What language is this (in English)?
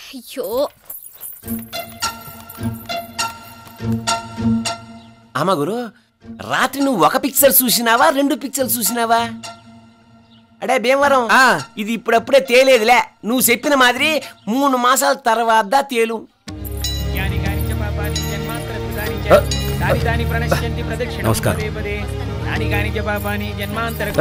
Telugu